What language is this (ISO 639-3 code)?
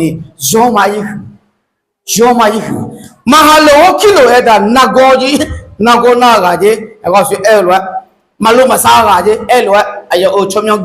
ahk